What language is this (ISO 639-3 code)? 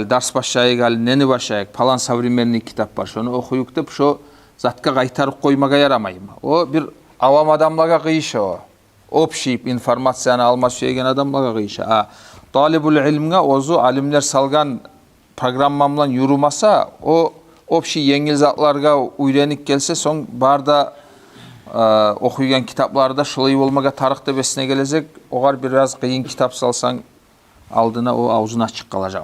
kum